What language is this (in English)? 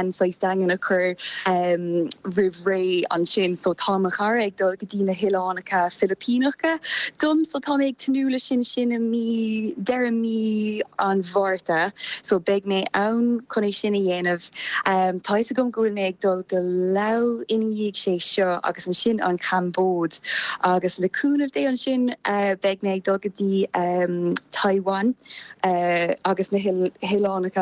Irish